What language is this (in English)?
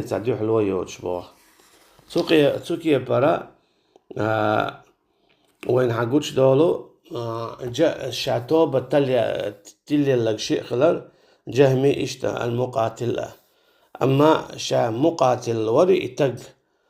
Chechen